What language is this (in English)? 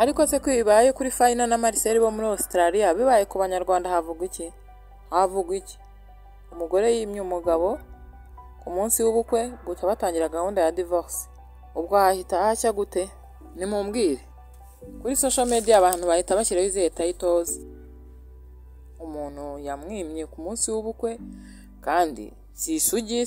Kinyarwanda